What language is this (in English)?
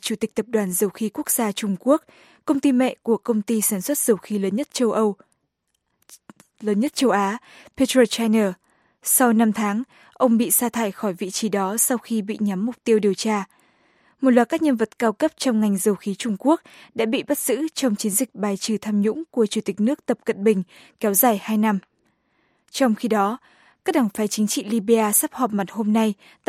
Vietnamese